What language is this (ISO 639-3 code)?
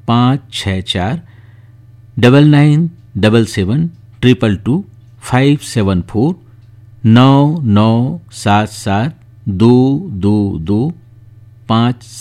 hin